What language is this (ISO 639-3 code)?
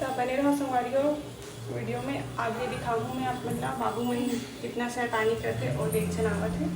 hne